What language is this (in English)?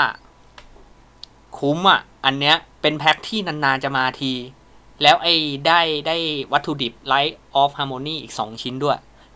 Thai